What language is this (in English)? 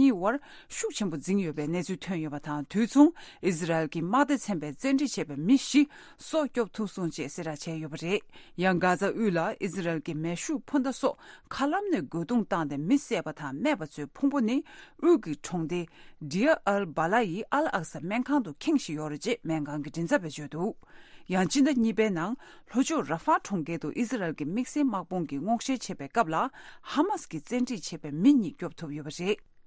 Tibetan